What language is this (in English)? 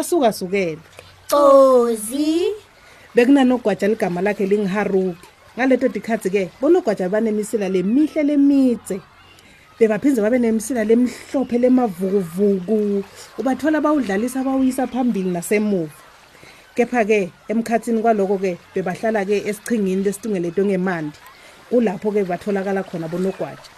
Swati